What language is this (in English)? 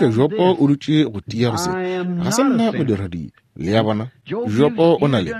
Northern Sotho